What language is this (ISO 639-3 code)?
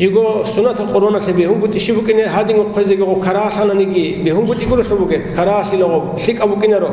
ava